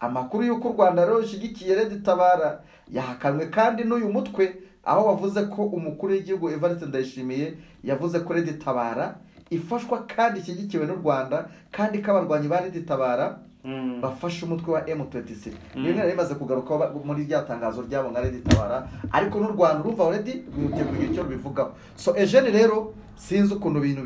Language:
Kinyarwanda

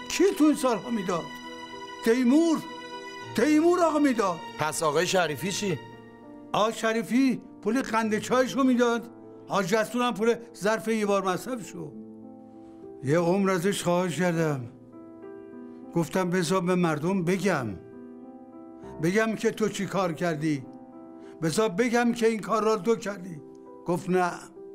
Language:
Persian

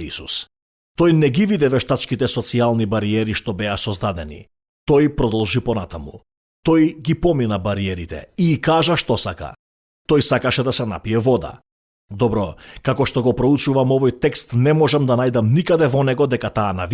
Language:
Macedonian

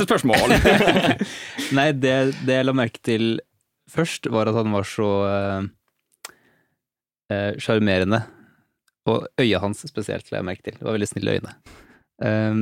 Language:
Norwegian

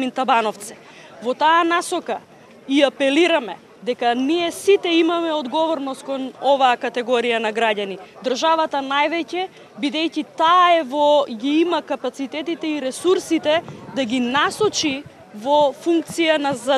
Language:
Macedonian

